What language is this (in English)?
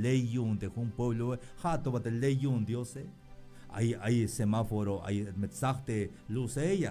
Tzeltal